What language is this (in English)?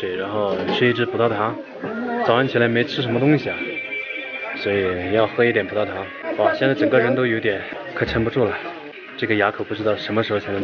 Chinese